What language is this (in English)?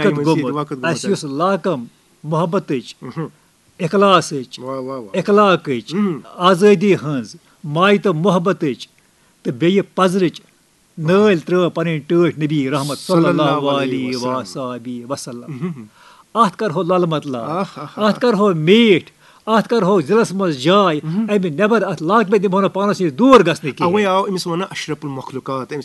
Kashmiri